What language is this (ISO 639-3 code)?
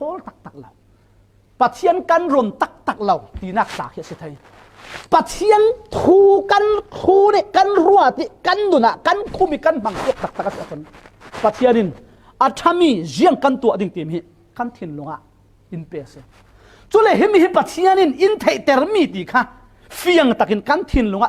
cfm